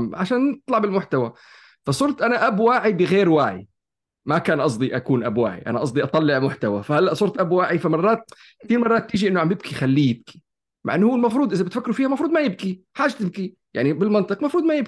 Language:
North Levantine Arabic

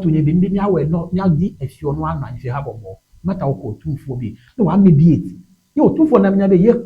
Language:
Ewe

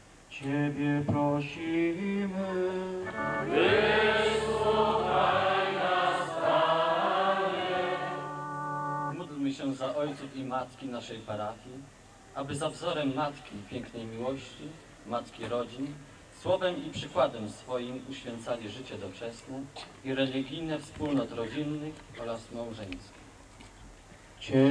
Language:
Polish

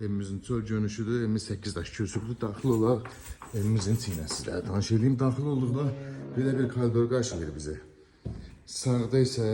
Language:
Azerbaijani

